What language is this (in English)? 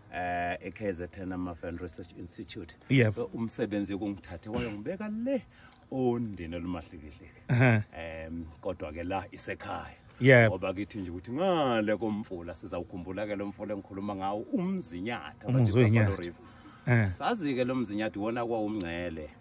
Zulu